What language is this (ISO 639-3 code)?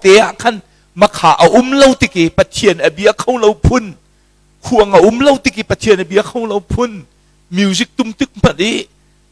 cnh